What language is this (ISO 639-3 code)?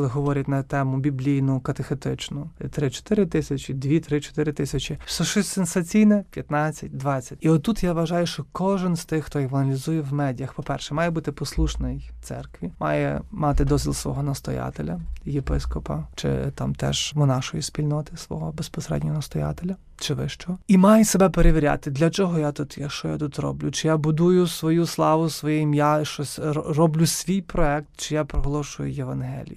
ukr